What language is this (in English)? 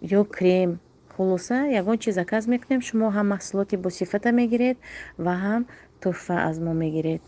Tajik